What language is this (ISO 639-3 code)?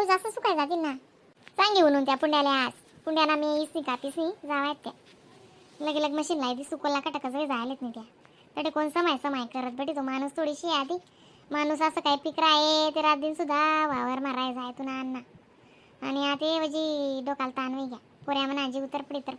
khn